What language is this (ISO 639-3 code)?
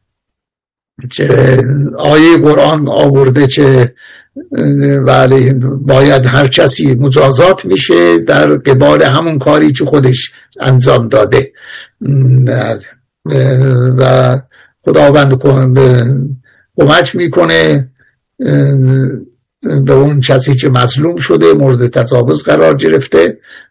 fas